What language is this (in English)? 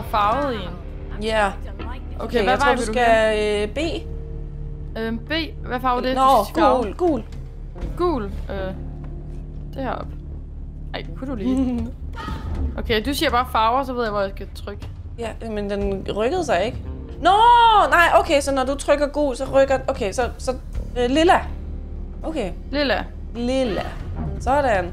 Danish